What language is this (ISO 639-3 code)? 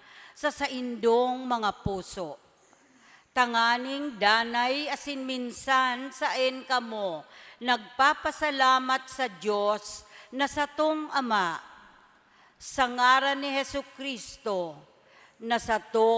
bik